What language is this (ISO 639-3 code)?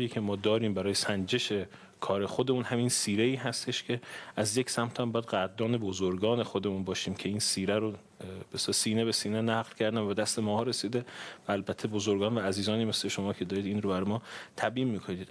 fas